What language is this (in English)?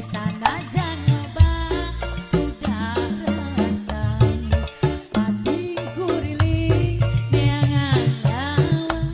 Sundanese